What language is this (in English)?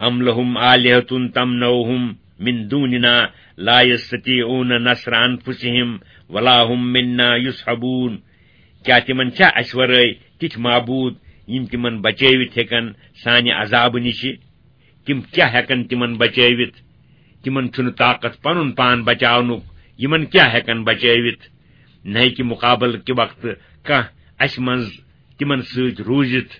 Kashmiri